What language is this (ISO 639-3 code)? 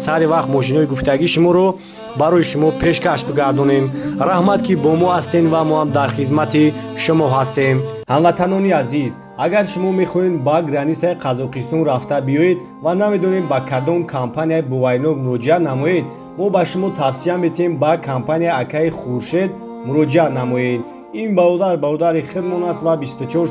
tgk